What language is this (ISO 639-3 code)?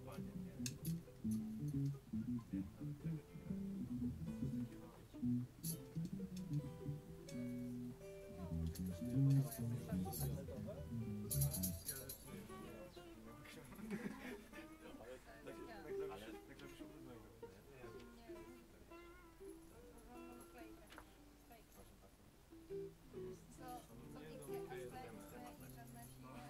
pol